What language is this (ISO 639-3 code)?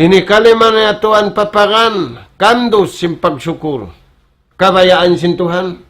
tsg